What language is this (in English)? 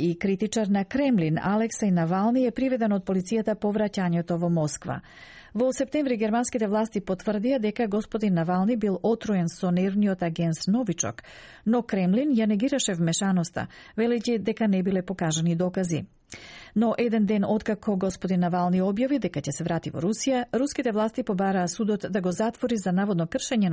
Macedonian